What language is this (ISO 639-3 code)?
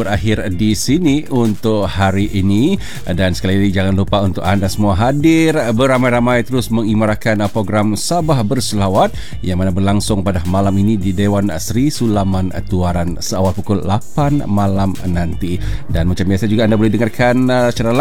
msa